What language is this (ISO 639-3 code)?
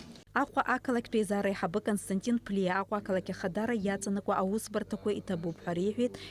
abk